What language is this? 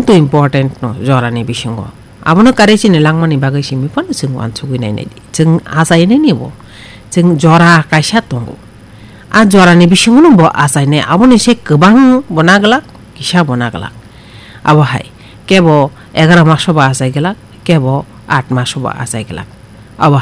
Kok Borok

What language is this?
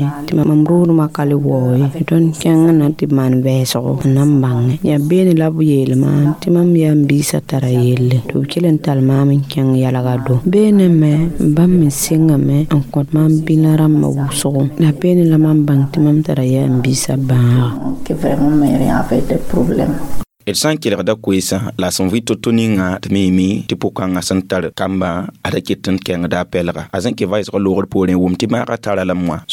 Mossi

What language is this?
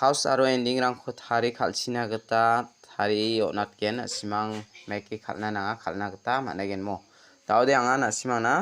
Garo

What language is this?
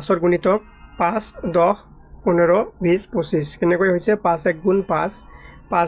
Assamese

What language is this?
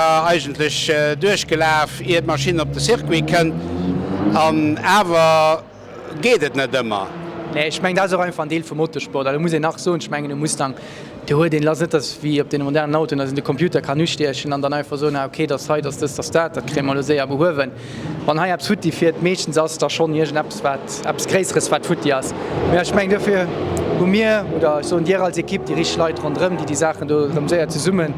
Luxembourgish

